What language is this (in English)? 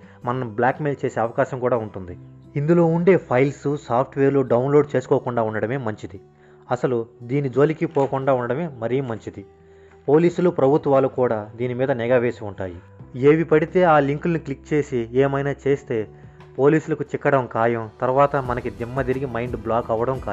Telugu